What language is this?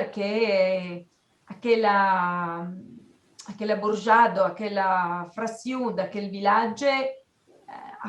Occitan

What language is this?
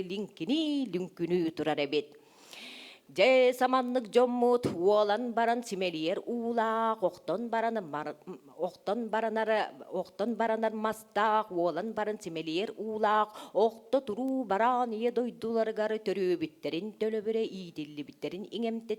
Yakut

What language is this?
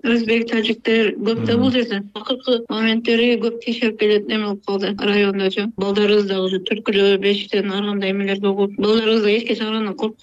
Kyrgyz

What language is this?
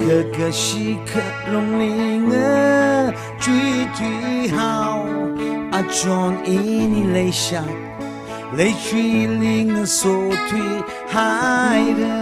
Tangkhul Naga (India)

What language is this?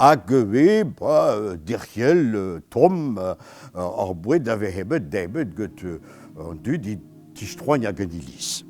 Breton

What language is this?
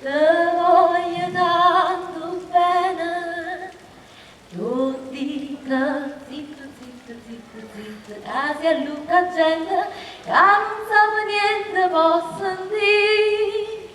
Neapolitan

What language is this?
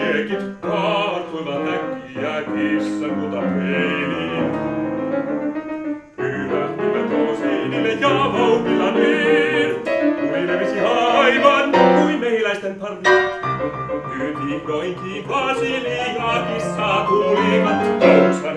Finnish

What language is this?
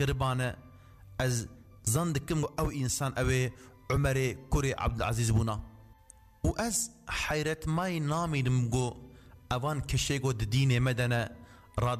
Kurdish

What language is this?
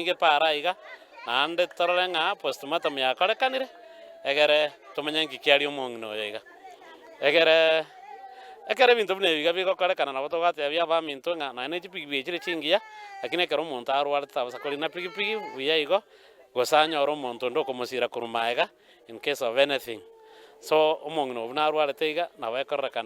Gusii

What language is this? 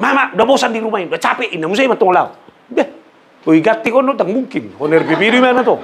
Batak Toba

